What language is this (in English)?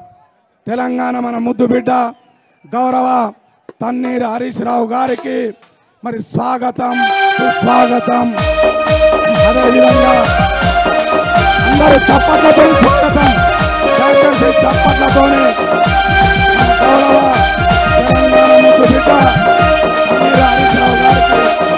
Telugu